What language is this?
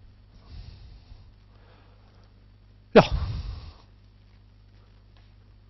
Norwegian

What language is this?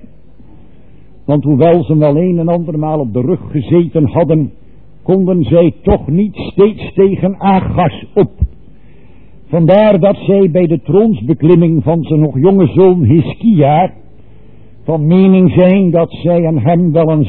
Dutch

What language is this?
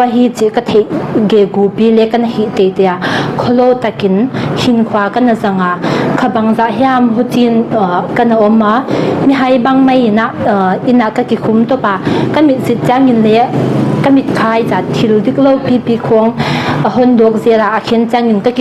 Paite Chin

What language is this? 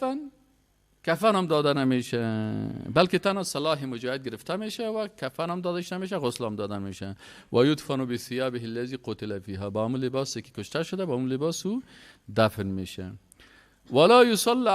Persian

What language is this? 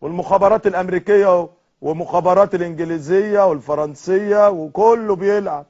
Egyptian Arabic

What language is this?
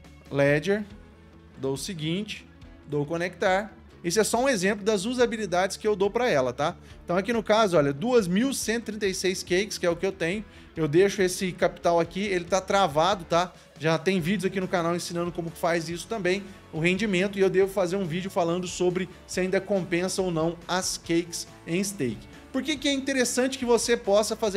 Portuguese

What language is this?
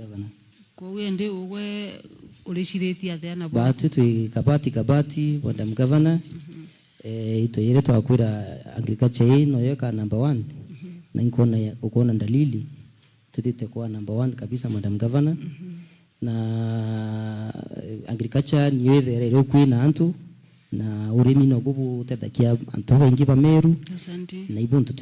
Meru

